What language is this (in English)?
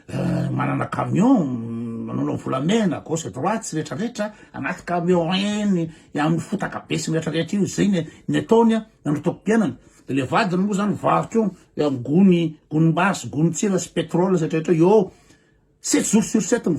Malagasy